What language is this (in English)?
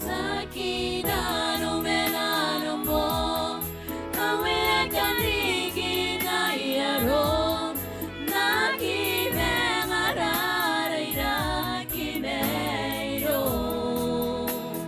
Gilbertese